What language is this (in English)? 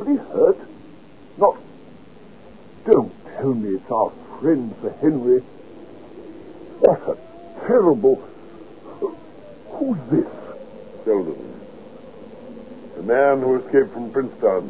English